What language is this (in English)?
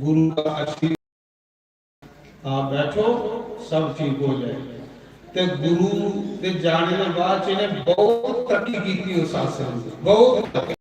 Dogri